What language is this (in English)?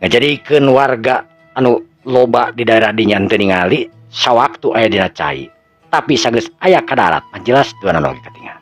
Sundanese